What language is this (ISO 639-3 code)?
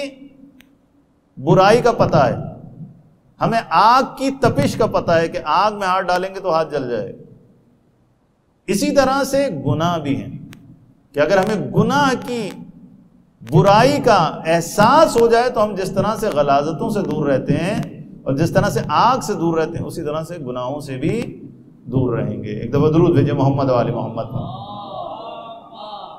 urd